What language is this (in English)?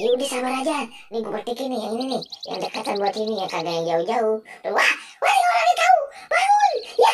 Betawi